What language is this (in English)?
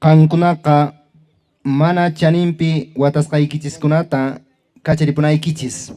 Quechua